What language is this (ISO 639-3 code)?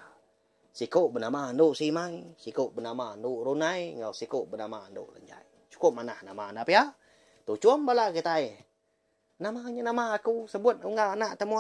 iba